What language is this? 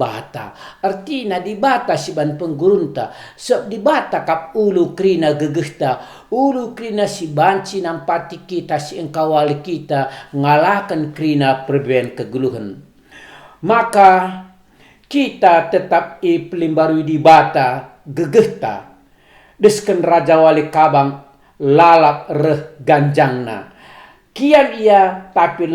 Batak Karo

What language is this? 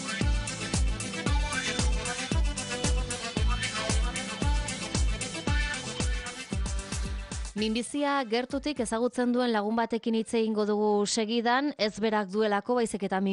Basque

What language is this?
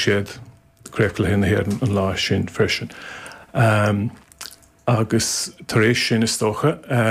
Irish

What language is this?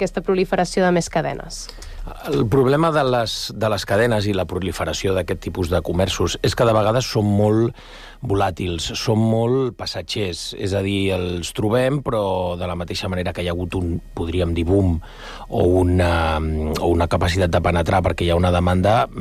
Catalan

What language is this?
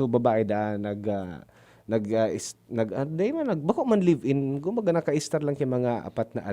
Bikol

